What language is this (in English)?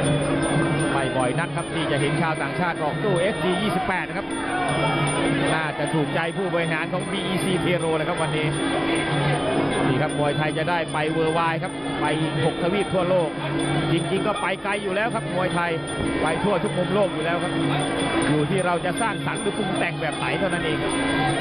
Thai